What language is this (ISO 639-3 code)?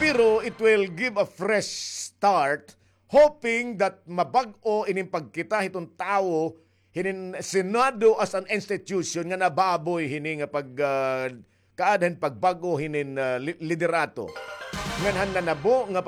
war